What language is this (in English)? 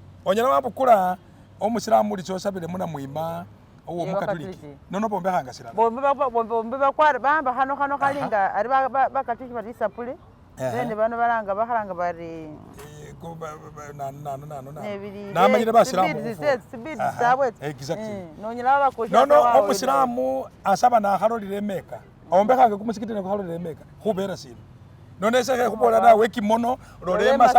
Masaaba